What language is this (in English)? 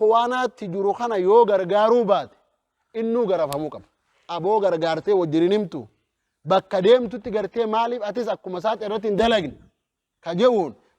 Oromo